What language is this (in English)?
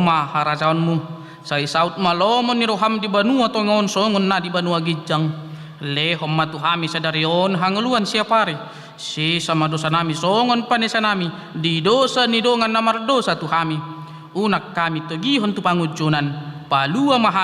Batak Toba